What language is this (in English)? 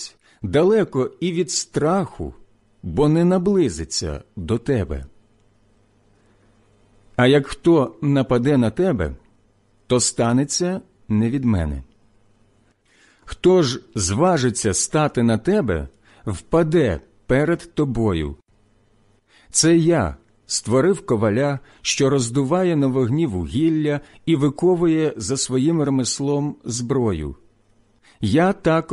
Ukrainian